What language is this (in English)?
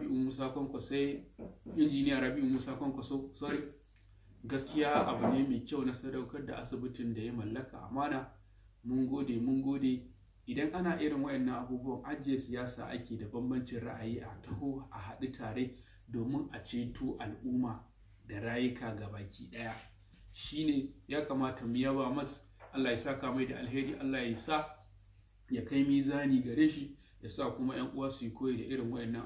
Hausa